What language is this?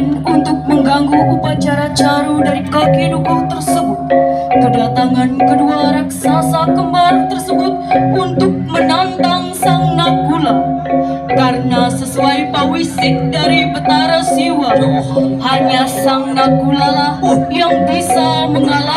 Balinese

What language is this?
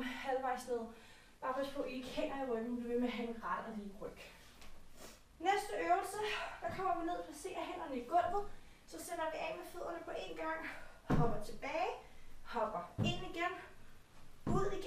Danish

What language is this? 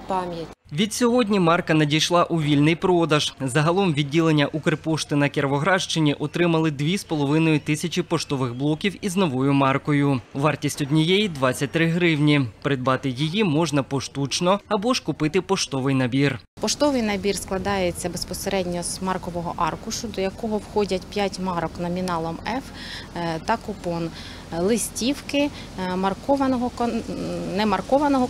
Ukrainian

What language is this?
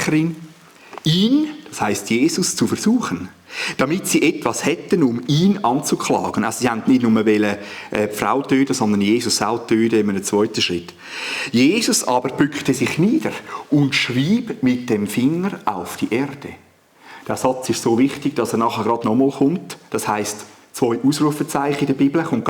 Swiss German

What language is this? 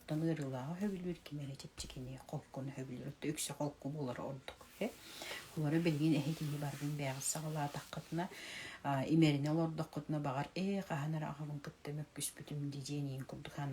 Yakut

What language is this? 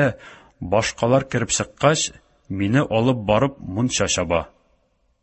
Tatar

